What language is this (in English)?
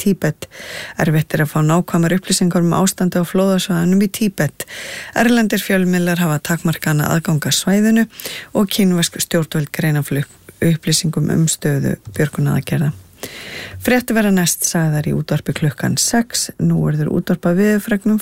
Icelandic